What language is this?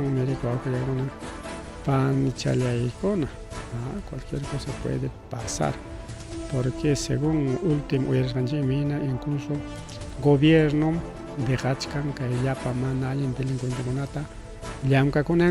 Ayacucho Quechua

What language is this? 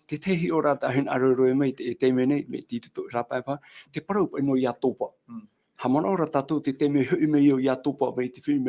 Tahitian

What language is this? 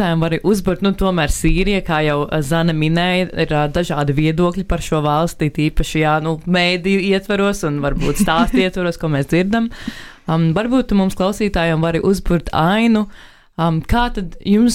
Latvian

